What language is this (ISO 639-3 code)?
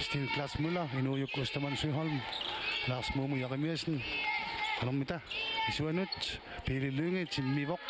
kal